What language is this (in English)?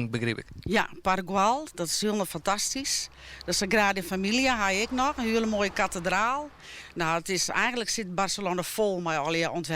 Western Frisian